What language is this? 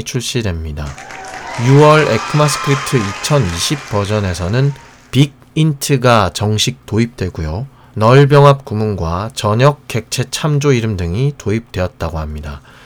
Korean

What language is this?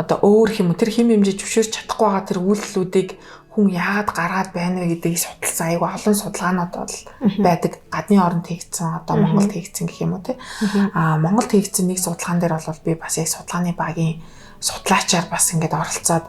Mongolian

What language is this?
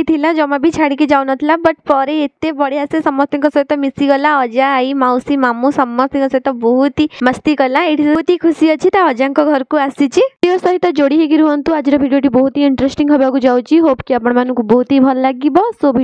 Odia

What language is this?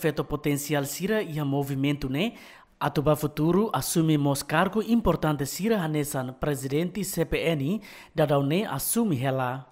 Tetum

